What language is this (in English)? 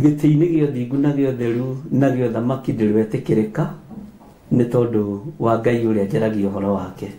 Kikuyu